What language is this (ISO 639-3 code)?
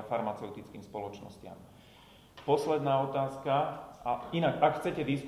slk